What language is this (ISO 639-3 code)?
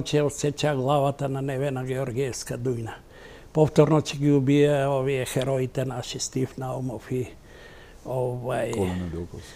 mkd